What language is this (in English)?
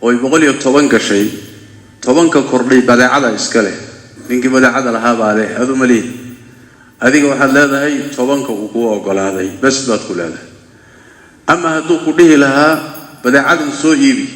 Somali